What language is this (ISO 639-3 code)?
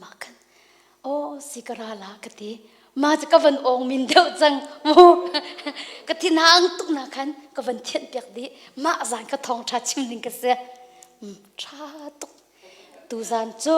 cnh